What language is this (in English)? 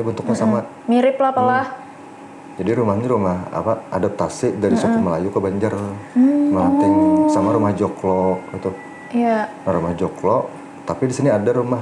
Banjar